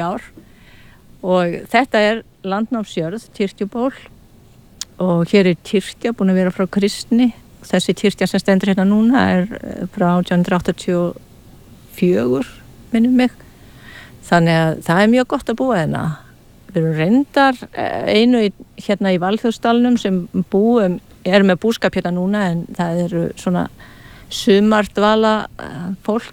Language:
Icelandic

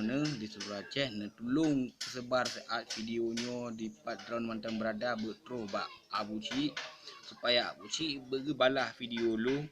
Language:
Achinese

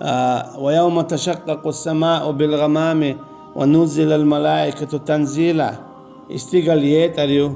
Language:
Chechen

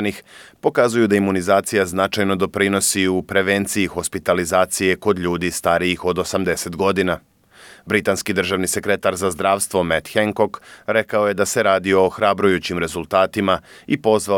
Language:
Serbian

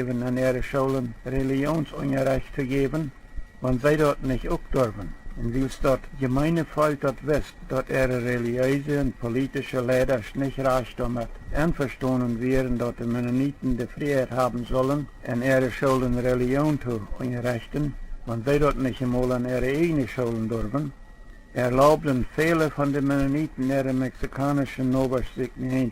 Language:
Plautdietsch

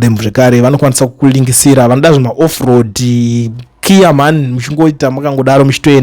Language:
Shona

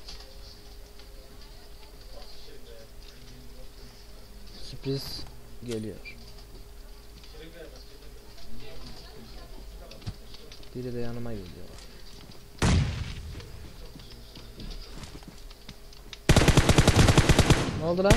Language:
Turkish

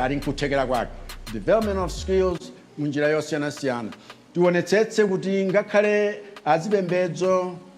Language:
Nyanja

